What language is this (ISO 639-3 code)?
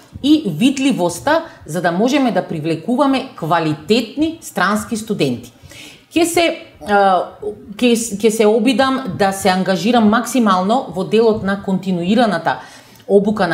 mkd